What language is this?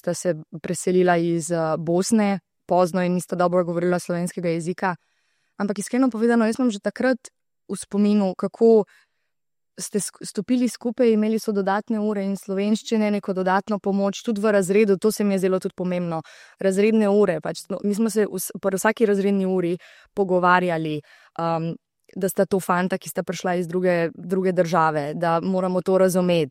Slovenian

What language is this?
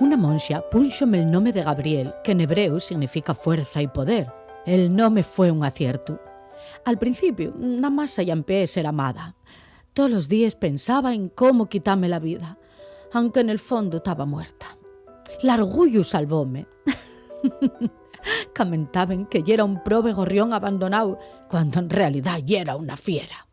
Asturian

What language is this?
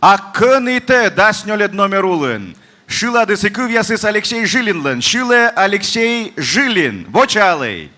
Komi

